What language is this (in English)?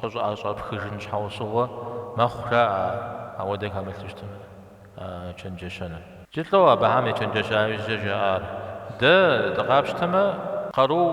Kabardian